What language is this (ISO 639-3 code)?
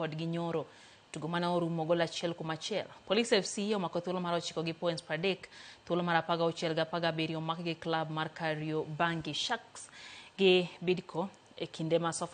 luo